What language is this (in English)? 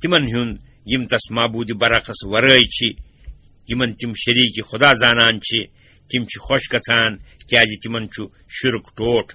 Kashmiri